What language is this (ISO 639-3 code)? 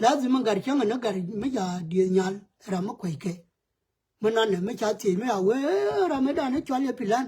nus